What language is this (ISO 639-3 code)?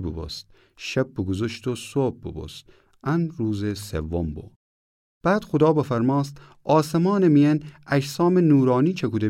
glk